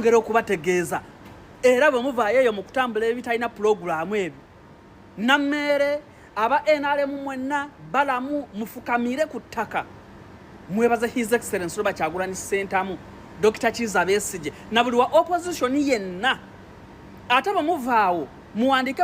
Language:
Ganda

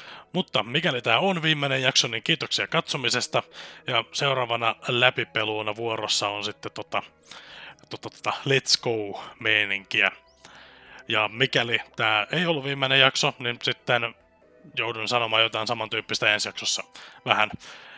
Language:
Finnish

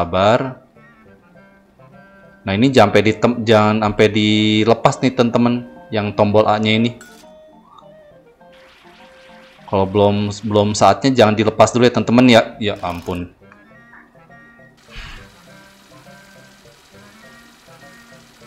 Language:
Indonesian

